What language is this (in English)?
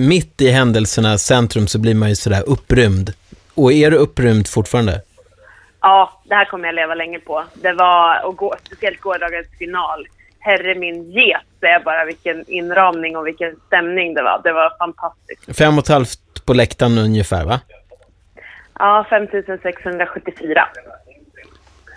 Swedish